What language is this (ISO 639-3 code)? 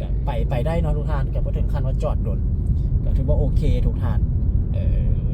lao